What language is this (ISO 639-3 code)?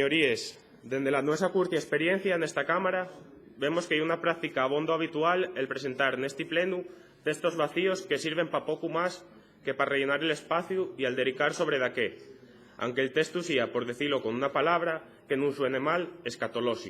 ast